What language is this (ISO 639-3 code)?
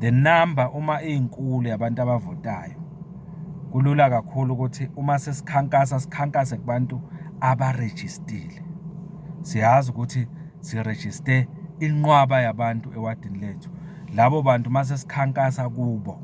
zul